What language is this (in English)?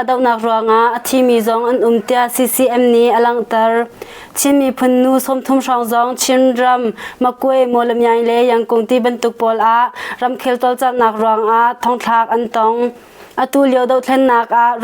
Hakha Chin